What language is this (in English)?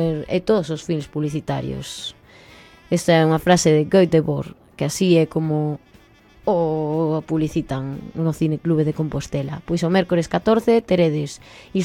Galician